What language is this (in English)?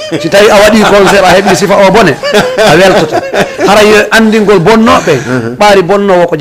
Fula